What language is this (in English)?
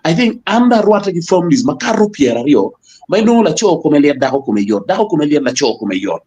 Acoli